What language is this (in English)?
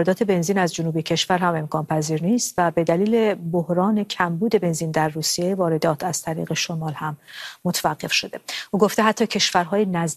Persian